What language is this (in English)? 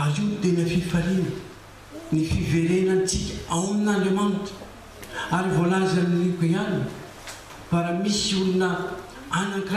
Malagasy